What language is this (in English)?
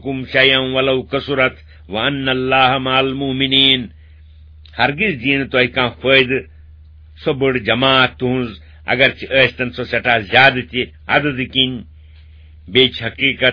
Kashmiri